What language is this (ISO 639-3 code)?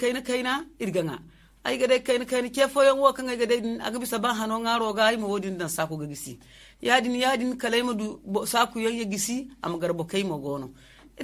dje